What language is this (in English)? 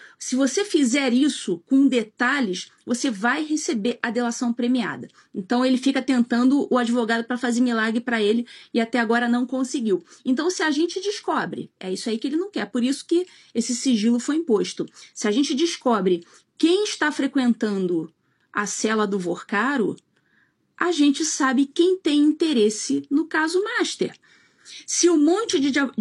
Portuguese